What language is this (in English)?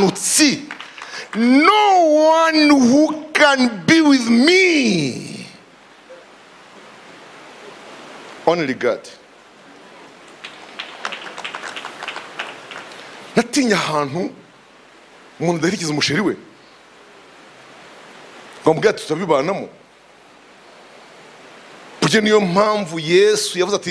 Kinyarwanda